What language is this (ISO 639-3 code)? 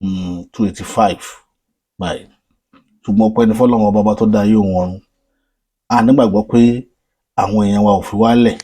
yor